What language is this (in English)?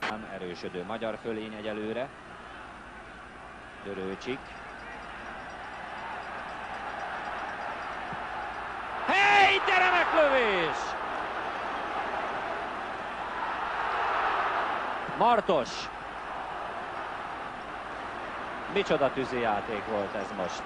Hungarian